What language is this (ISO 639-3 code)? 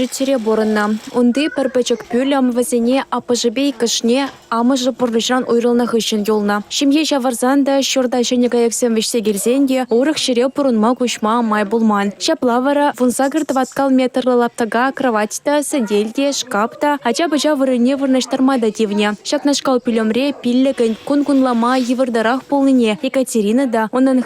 chv